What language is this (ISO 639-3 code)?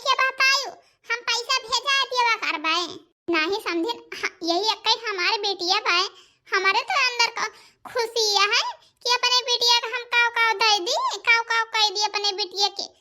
awa